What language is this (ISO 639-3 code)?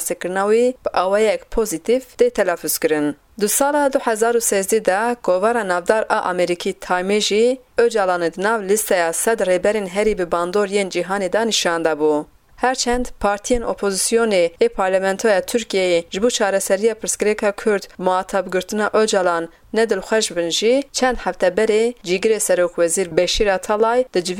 kur